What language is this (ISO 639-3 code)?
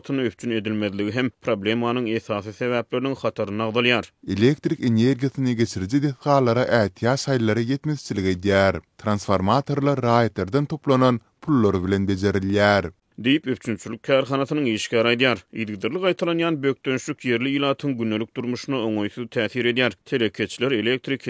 tuk